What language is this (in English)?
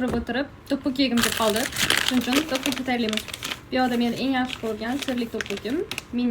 Uzbek